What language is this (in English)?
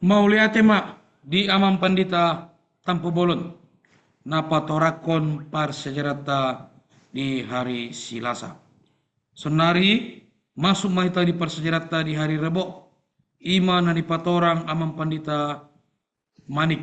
Batak Toba